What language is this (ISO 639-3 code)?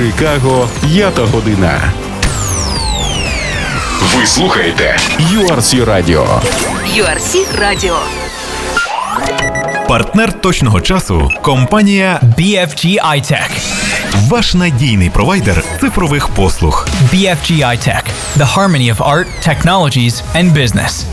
ukr